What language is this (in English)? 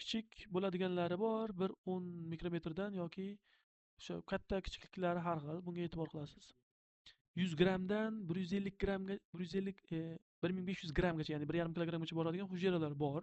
Uzbek